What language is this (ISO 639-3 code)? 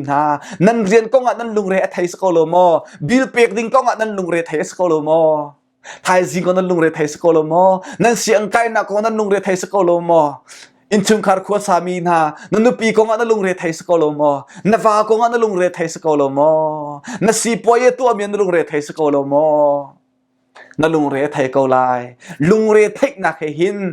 cnh